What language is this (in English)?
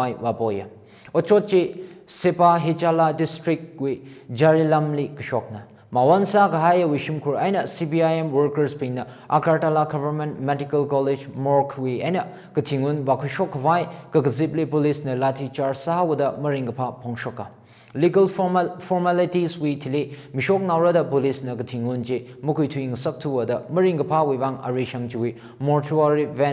Tangkhul Naga (India)